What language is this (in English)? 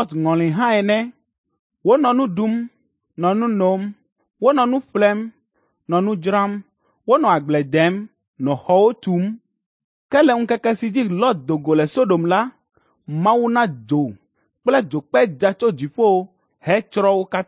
Ewe